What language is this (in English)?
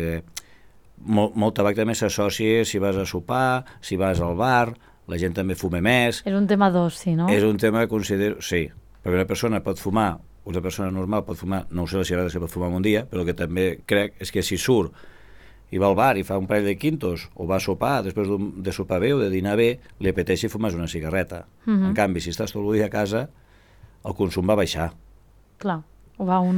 Catalan